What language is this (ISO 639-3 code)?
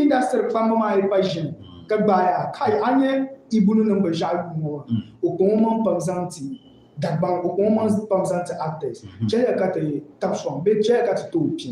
dag